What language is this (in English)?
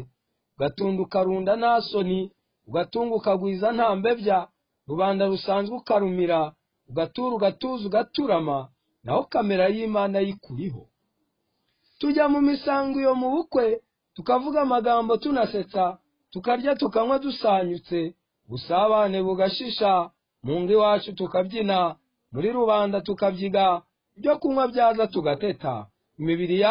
Kinyarwanda